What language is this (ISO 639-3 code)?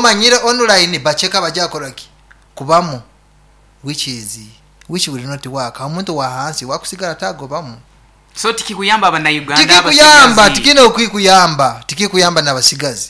nyo